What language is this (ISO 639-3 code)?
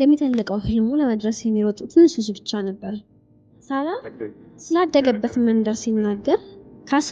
amh